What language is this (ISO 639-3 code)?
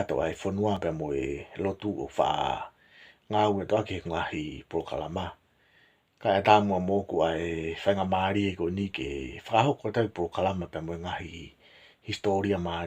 ton